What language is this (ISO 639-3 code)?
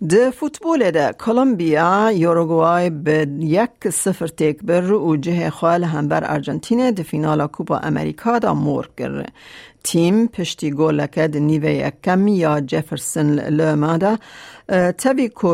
kur